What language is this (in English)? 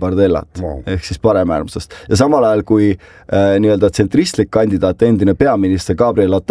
Estonian